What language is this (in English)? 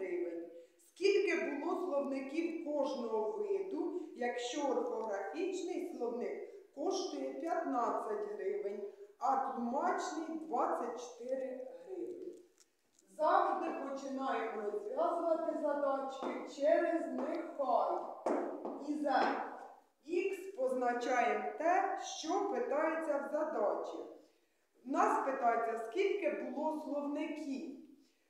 Ukrainian